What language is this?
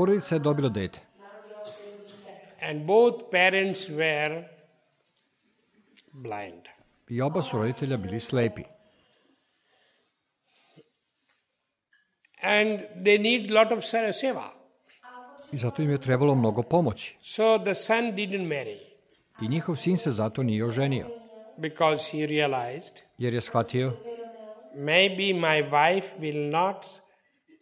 Serbian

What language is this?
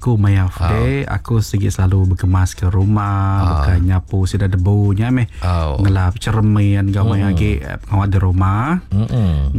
Iban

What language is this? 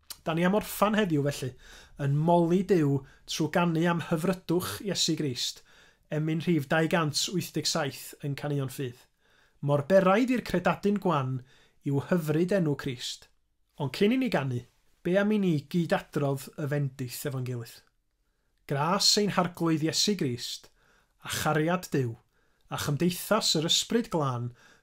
Welsh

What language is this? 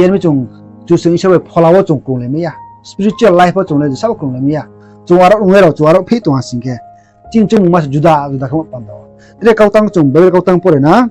Riang (India)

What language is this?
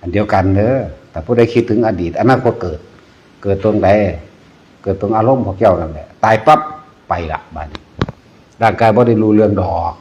Northeastern Thai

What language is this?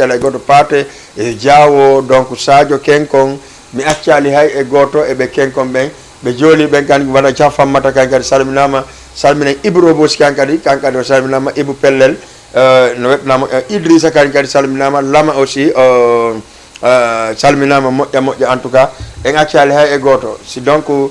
Fula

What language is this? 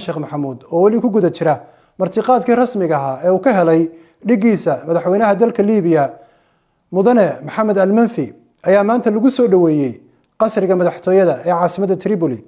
Somali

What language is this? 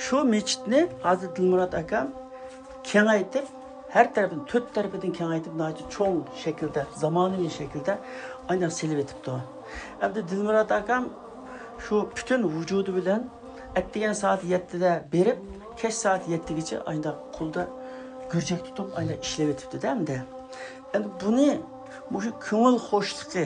Uyghur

